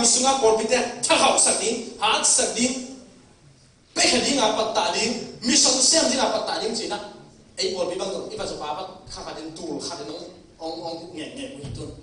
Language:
Tedim Chin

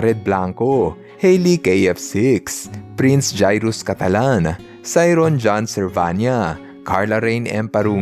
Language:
Filipino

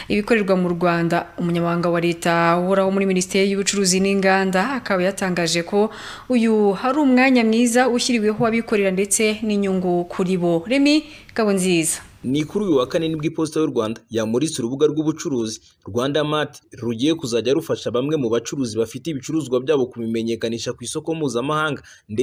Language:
Kinyarwanda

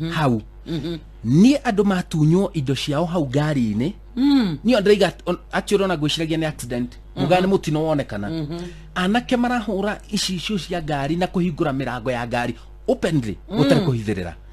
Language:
Kikuyu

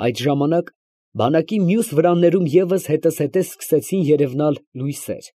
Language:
Armenian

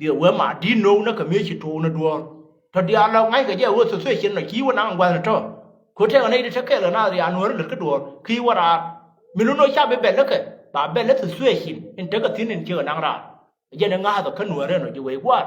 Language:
Nuer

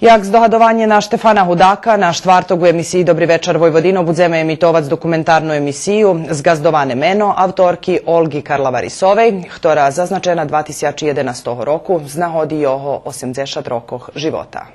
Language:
Rusyn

